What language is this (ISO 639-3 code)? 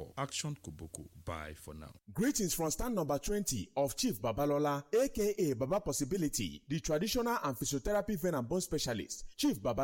pcm